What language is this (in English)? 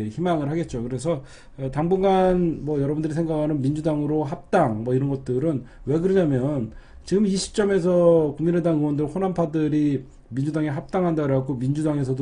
Korean